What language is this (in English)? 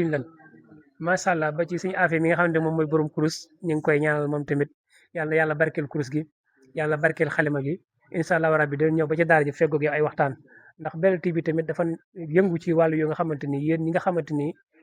Wolof